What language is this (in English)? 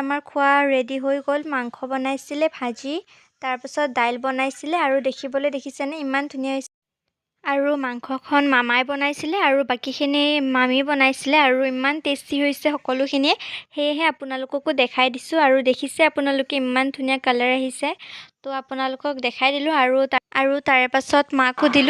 Assamese